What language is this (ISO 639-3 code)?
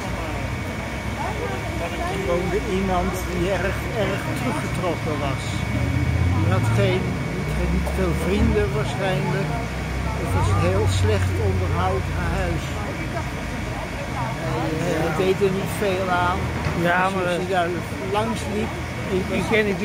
nld